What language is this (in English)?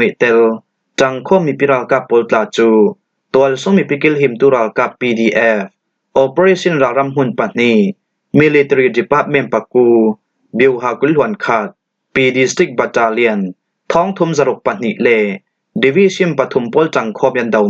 Falam Chin